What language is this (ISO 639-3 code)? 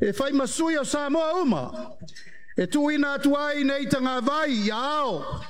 smo